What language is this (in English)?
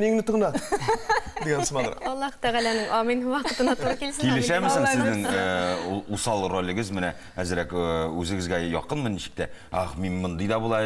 Tatar